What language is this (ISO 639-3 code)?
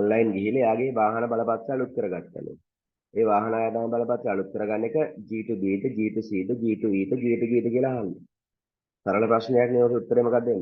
sin